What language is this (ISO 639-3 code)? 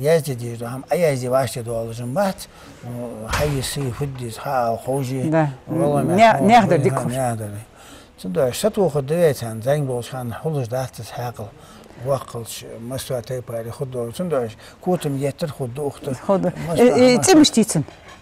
inh